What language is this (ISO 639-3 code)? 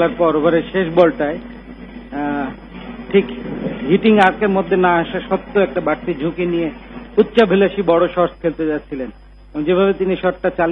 ben